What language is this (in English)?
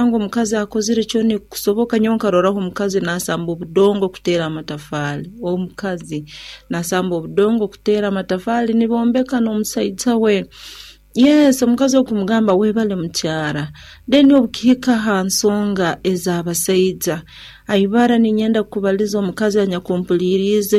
Nyoro